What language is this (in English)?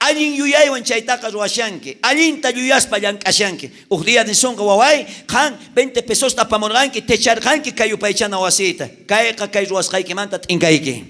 South Bolivian Quechua